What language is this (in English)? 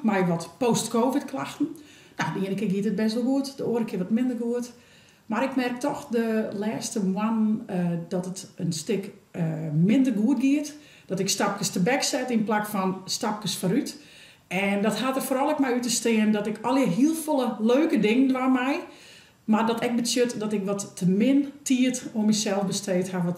Western Frisian